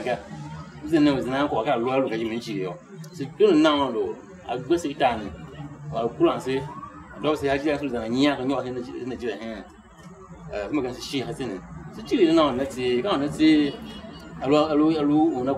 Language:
Tiv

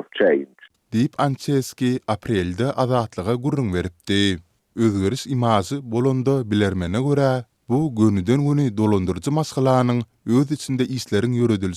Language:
Turkmen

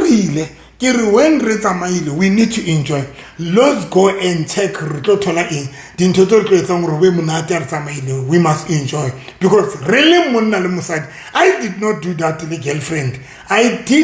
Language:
Southern Sotho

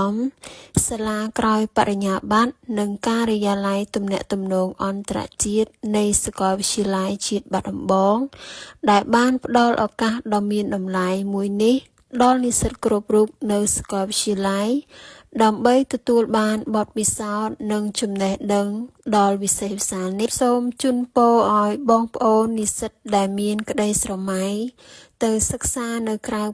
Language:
Khmer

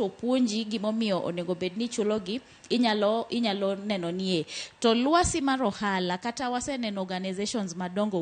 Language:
Luo (Kenya and Tanzania)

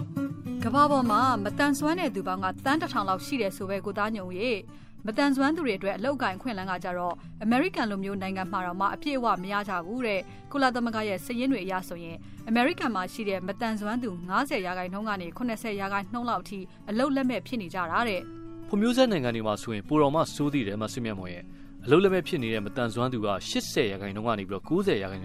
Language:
Burmese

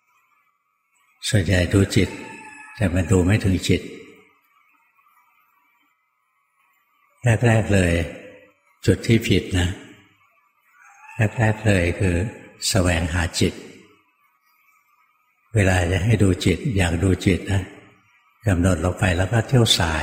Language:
Thai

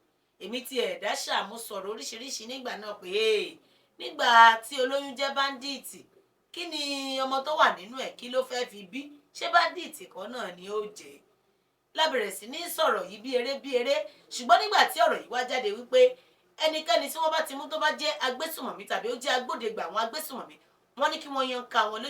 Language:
Yoruba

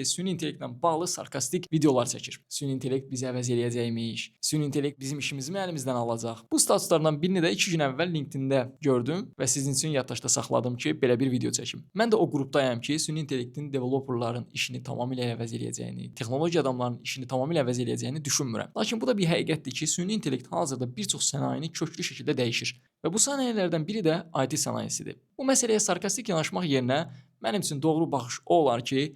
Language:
Azerbaijani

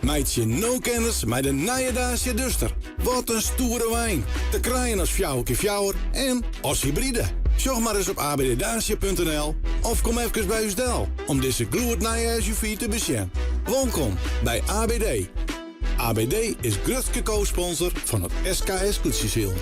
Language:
Western Frisian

